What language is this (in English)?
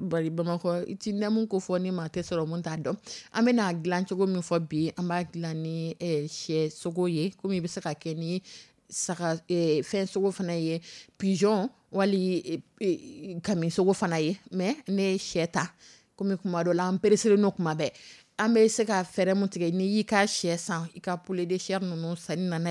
Dyula